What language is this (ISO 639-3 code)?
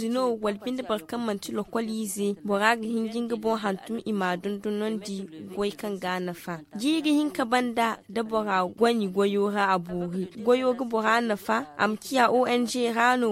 dje